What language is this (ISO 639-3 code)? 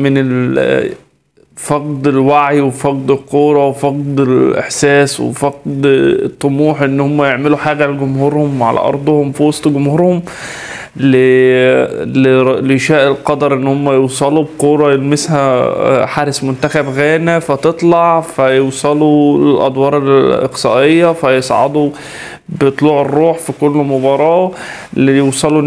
arz